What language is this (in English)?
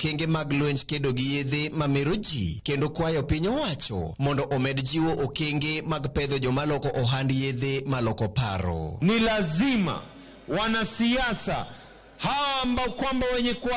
Luo (Kenya and Tanzania)